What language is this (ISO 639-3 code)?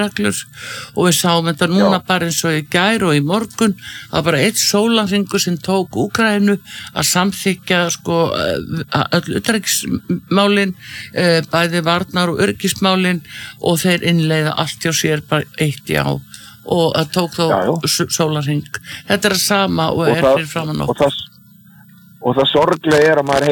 isl